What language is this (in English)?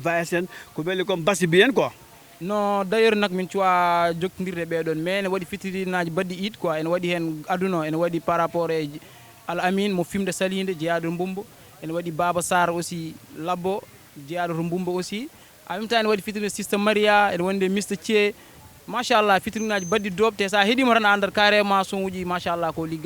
Fula